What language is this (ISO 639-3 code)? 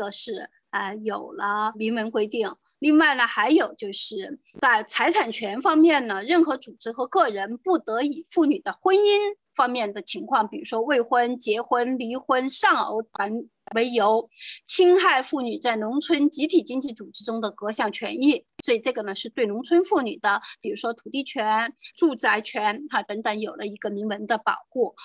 zho